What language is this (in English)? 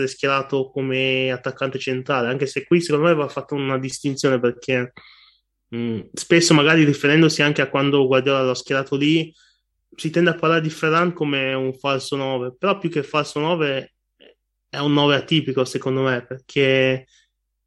Italian